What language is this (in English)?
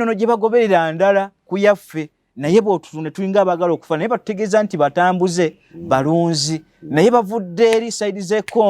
Ganda